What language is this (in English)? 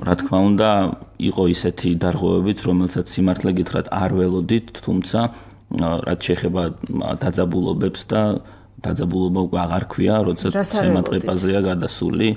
Georgian